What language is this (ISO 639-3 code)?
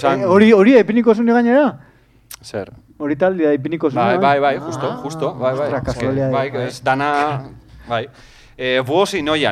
eus